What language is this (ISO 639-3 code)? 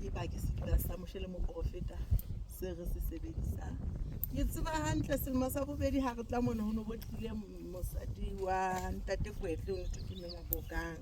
sot